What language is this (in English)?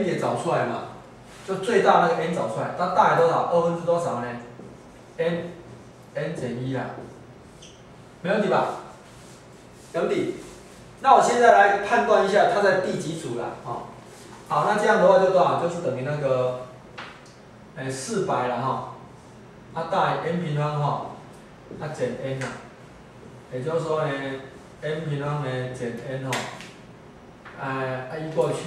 Chinese